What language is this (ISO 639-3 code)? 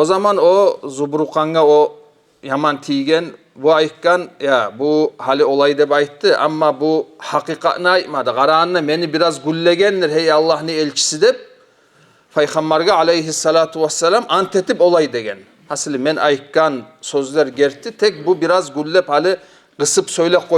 kum